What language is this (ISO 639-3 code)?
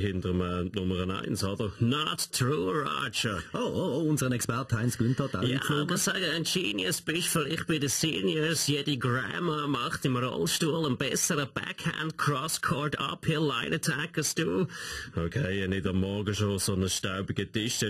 gsw